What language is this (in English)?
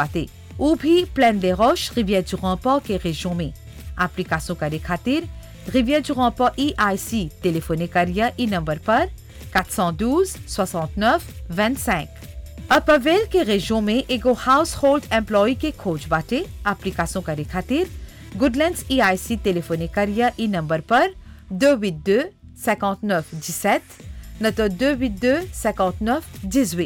Bhojpuri